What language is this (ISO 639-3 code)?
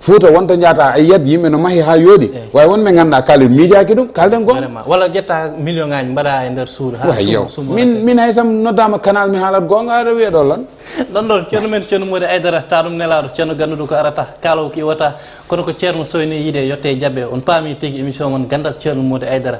ful